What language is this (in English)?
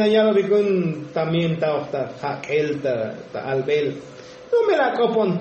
Tzotzil